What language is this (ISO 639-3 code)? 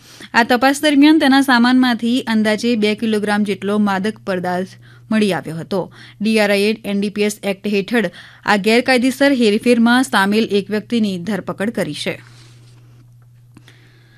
guj